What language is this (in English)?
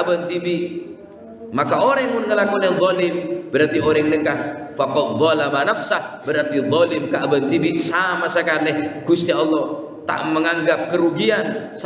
Madurese